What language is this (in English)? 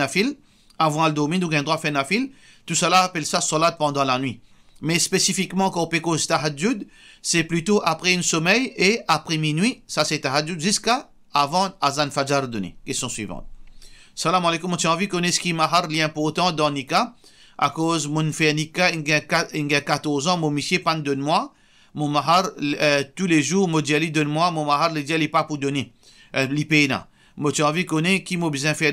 Morisyen